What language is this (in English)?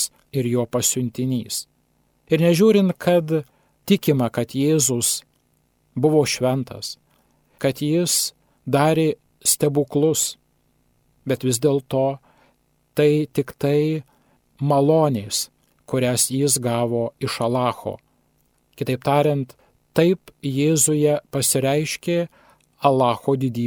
Lithuanian